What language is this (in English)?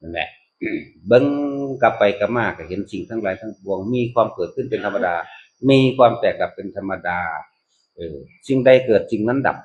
Northeastern Thai